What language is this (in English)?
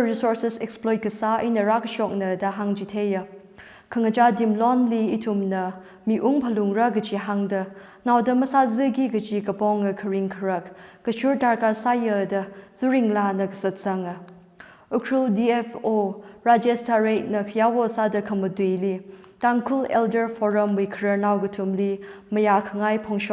Tangkhul Naga (India)